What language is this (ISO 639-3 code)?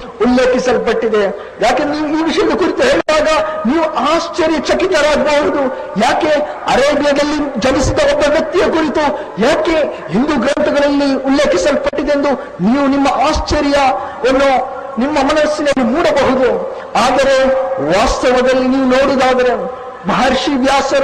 kan